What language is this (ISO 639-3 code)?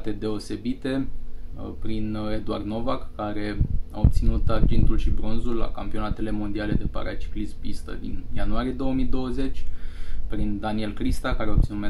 ron